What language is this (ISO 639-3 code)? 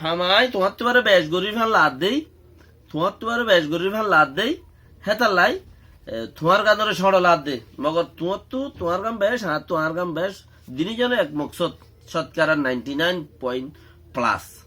rhg